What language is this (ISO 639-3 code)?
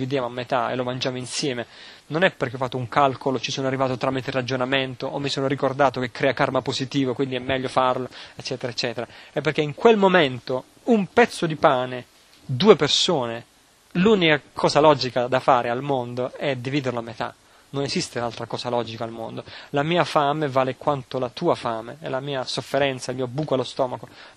ita